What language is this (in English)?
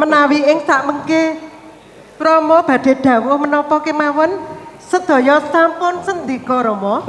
Javanese